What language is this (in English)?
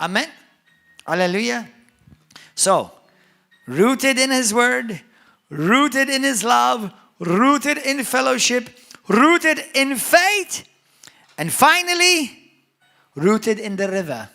English